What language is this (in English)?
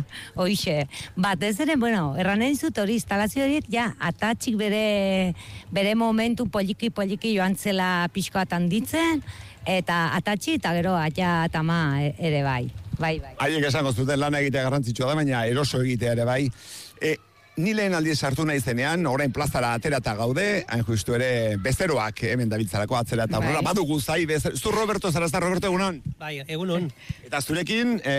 Basque